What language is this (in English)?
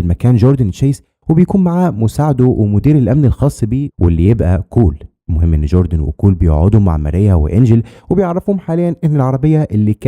Egyptian Arabic